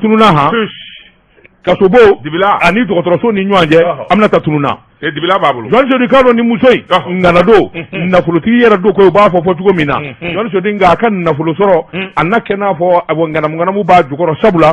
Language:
Bambara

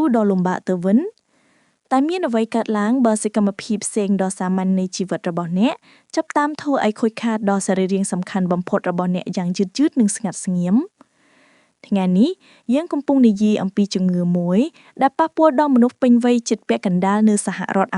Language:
Khmer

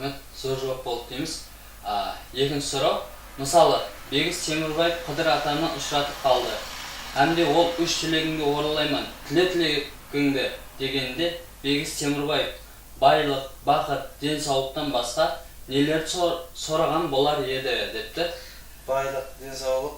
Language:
Kara-Kalpak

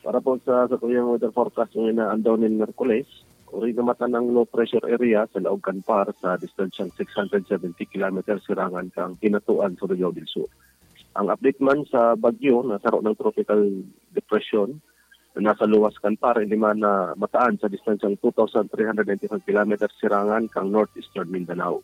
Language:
Bikol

